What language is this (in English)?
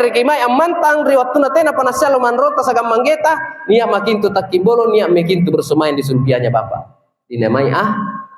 Makasar